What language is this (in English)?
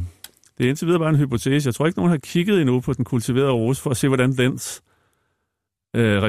Danish